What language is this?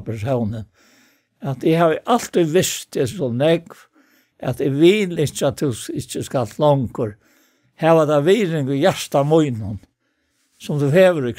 Faroese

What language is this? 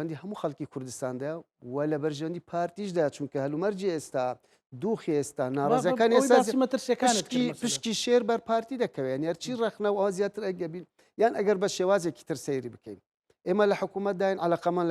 Central Kurdish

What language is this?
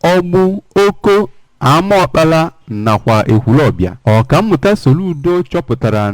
Igbo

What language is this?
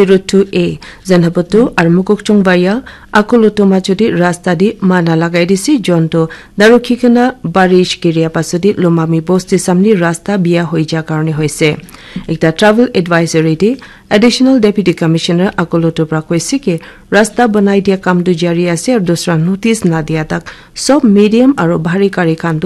Naga Pidgin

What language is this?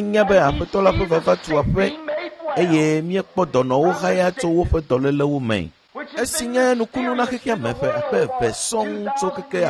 Ewe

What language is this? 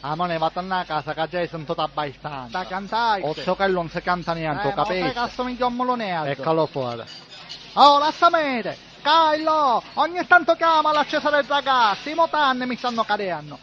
Sicilian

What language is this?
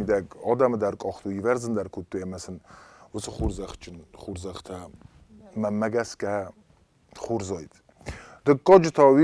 Ossetic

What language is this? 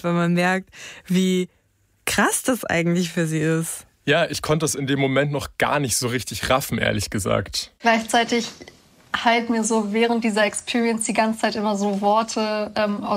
German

